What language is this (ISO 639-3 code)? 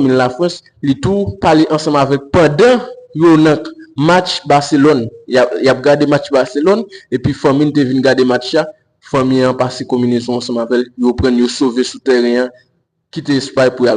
hat